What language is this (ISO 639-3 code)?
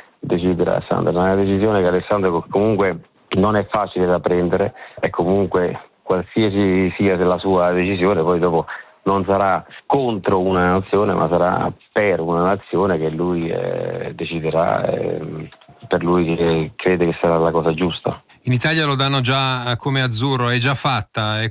ita